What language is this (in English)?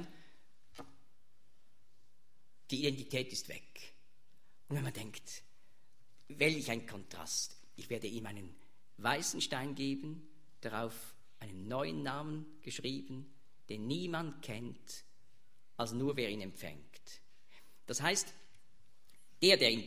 German